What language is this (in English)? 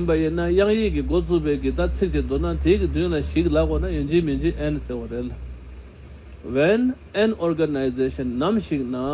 Tibetan